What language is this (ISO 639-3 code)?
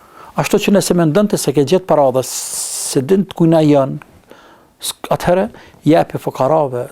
sqi